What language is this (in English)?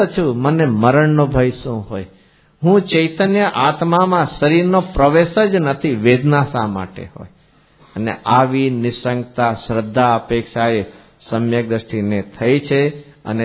Gujarati